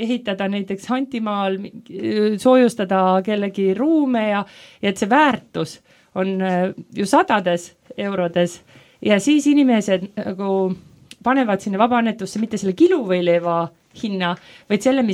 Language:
Estonian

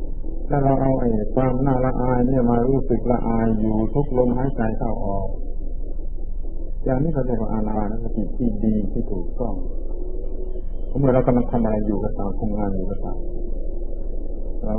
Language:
Thai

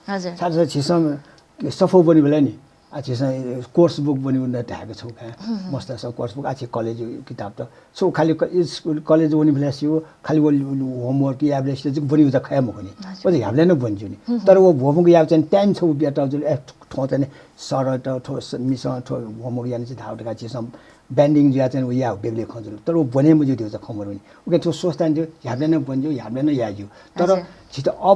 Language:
Newari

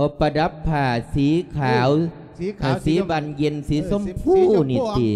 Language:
Lao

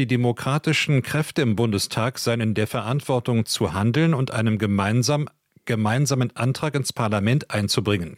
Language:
German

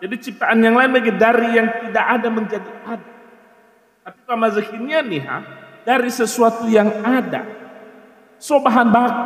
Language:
Nias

